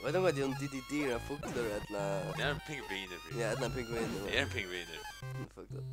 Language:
Faroese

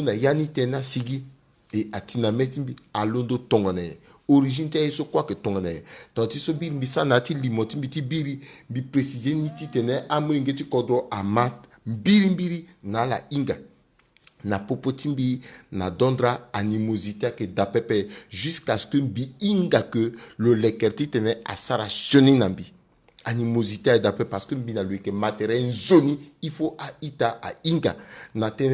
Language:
Sango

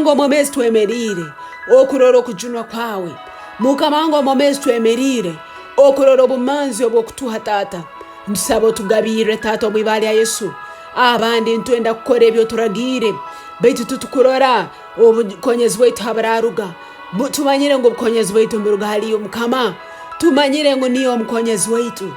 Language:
Tooro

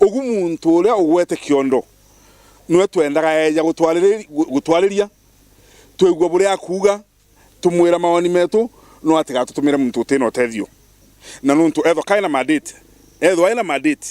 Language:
Meru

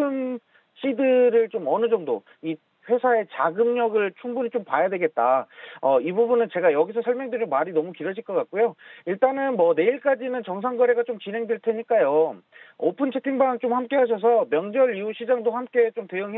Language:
Korean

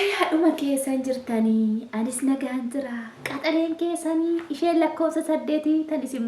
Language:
Oromo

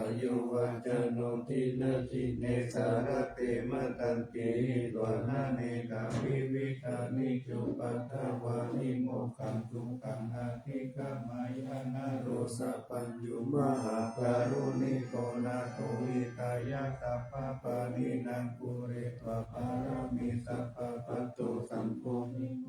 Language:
Pali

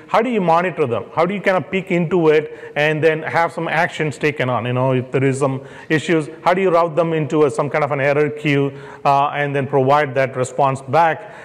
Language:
English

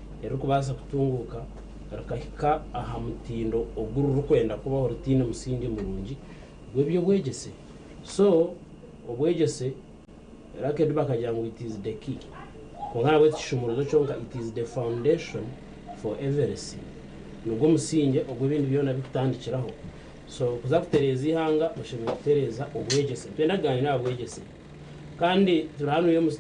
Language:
Nyankole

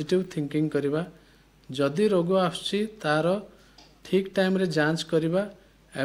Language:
Odia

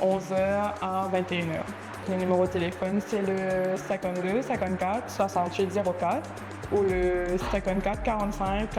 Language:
Morisyen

